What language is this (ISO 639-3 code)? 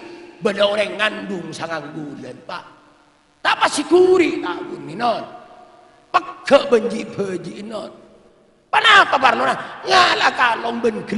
mad